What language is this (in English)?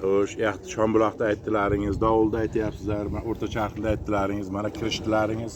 Uzbek